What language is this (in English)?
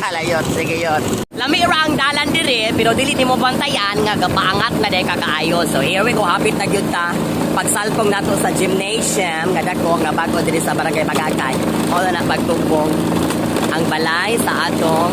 Cebuano